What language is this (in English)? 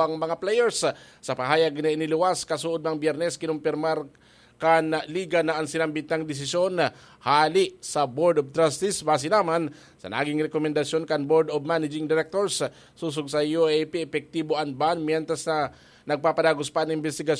Bikol